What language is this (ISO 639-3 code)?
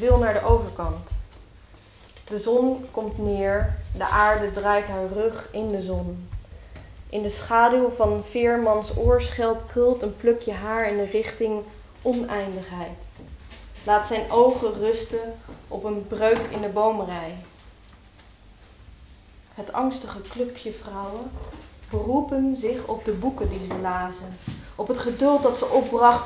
nld